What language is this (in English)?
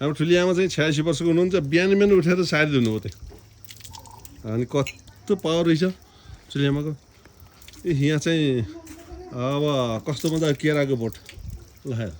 Nepali